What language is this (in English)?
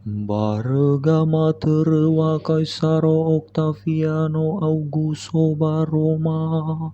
Nias